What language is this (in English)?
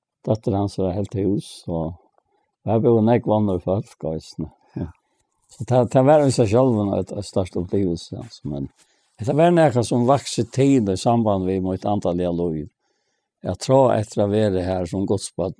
Faroese